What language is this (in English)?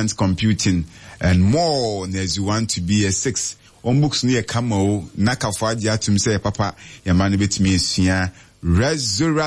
Akan